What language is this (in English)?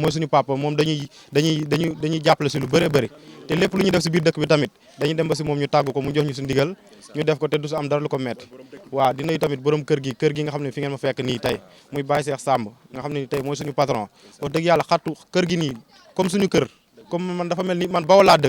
Wolof